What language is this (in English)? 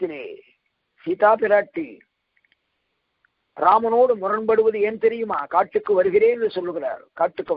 Tamil